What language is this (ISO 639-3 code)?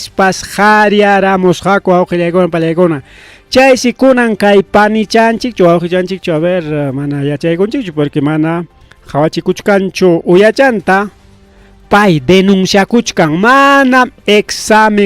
quy